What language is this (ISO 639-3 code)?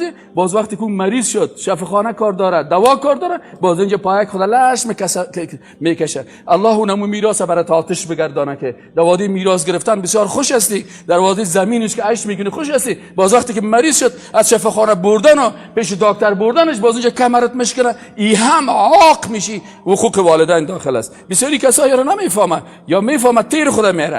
fas